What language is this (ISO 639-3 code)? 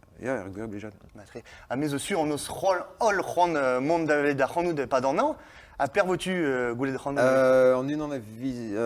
bre